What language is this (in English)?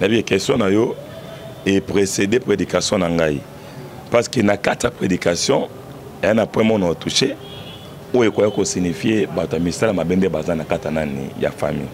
Lingala